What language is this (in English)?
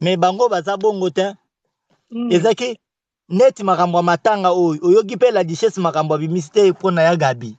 Lingala